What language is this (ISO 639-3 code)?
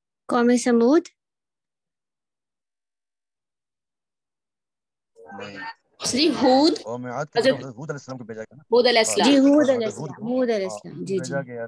urd